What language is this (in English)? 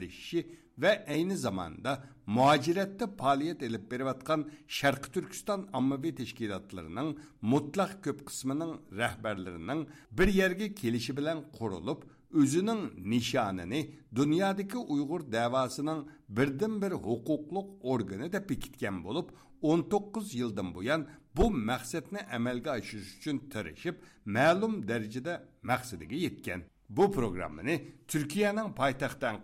Uyghur